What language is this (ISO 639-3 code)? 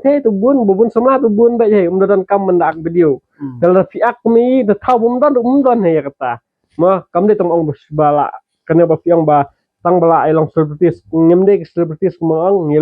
kha